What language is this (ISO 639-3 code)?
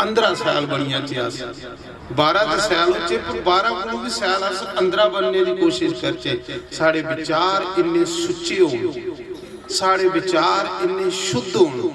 doi